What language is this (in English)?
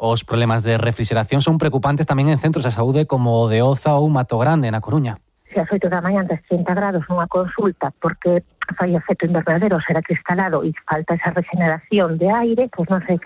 Galician